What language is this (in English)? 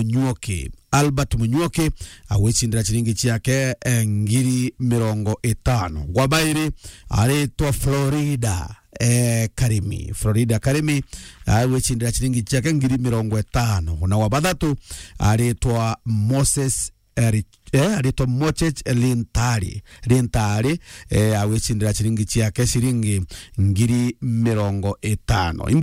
Meru